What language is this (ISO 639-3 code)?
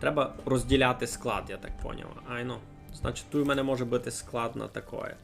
rue